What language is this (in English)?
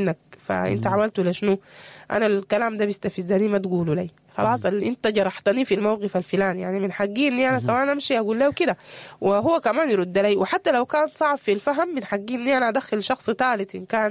Sudanese Arabic